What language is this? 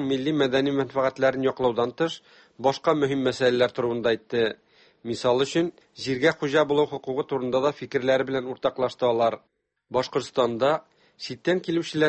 Tatar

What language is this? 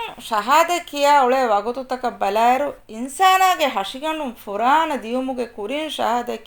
Divehi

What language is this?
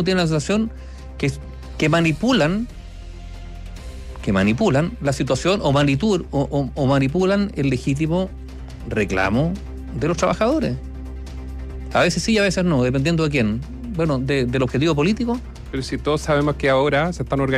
Spanish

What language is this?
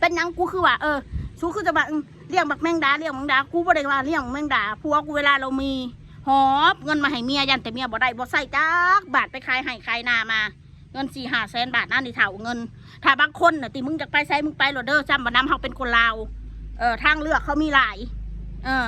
Northeastern Thai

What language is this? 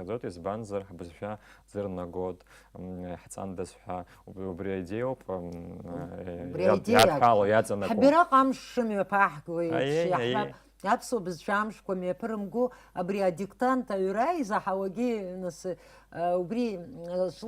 Abkhazian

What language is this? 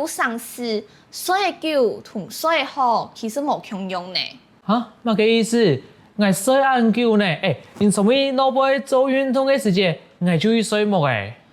Hakka Chinese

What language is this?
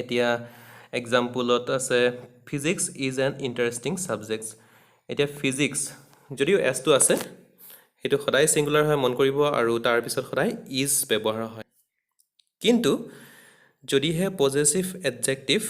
Assamese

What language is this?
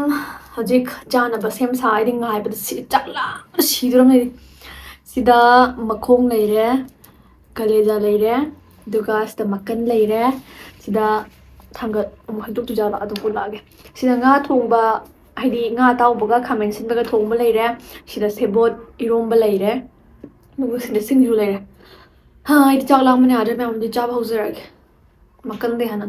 Manipuri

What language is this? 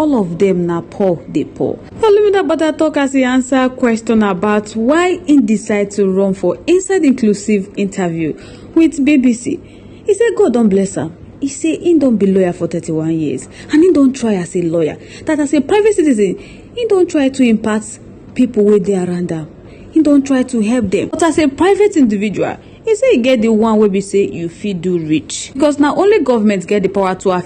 Nigerian Pidgin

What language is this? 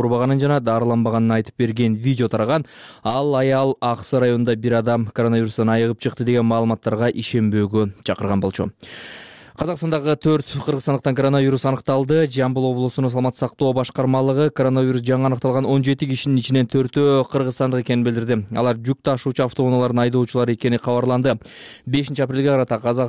Kyrgyz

